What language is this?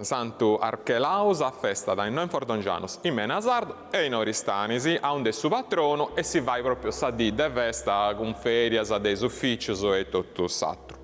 Sardinian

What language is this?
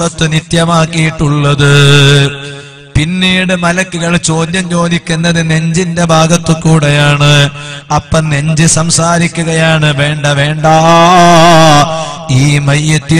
Malayalam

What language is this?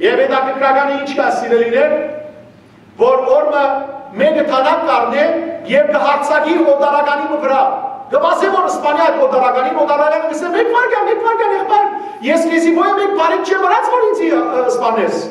Western Armenian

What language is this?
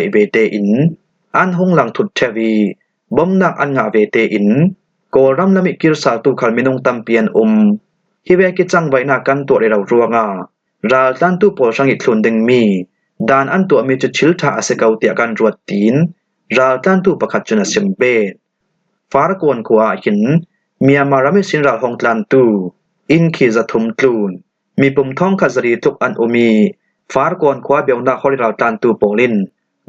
Falam Chin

